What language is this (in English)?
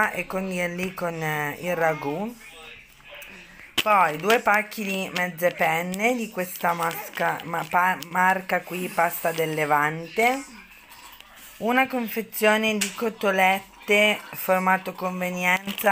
Italian